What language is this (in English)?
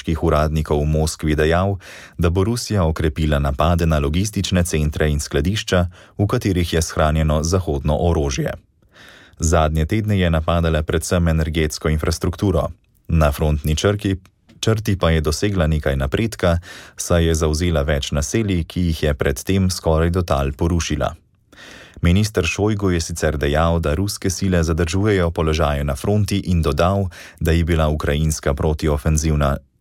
Slovenian